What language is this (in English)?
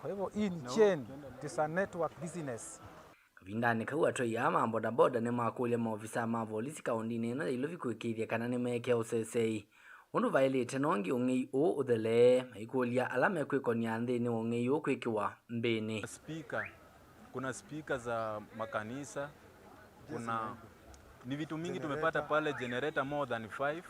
Kamba